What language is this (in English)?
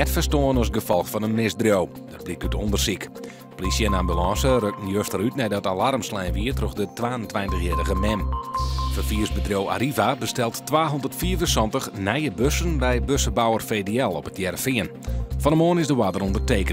Western Frisian